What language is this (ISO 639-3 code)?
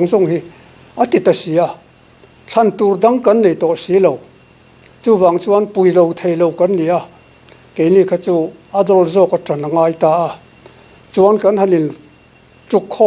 lus